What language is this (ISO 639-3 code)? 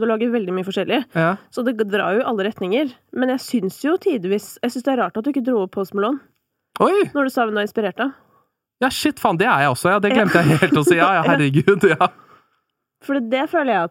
nor